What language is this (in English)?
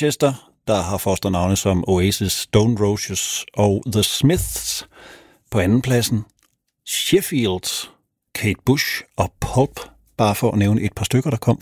Danish